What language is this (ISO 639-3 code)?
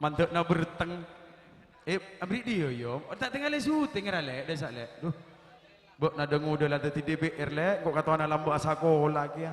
mad